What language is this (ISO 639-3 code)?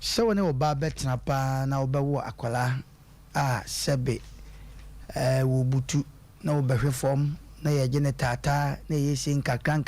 aka